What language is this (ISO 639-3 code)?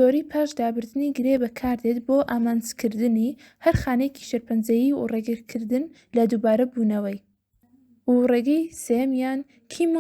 ckb